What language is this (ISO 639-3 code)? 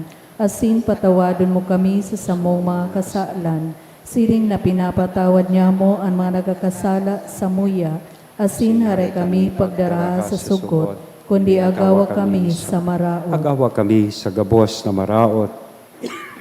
bik